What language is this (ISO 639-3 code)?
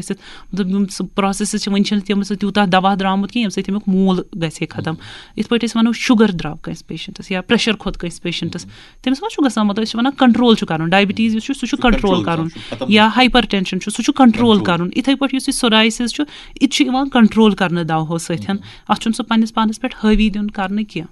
kas